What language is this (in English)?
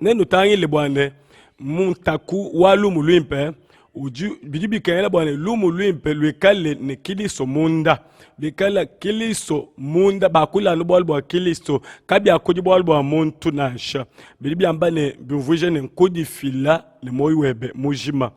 Luba-Lulua